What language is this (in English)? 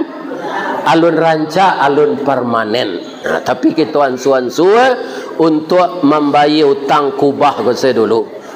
Minangkabau